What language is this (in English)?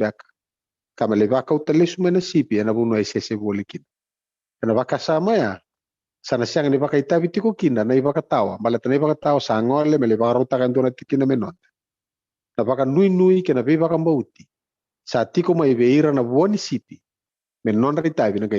Fijian